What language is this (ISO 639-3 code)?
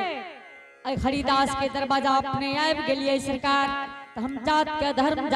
anp